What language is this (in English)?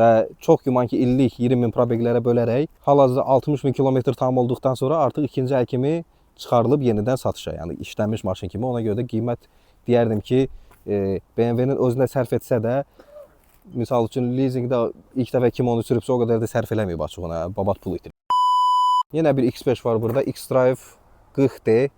Azerbaijani